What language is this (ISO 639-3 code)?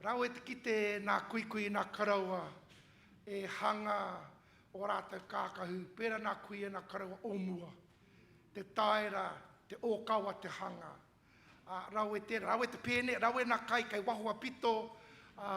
mri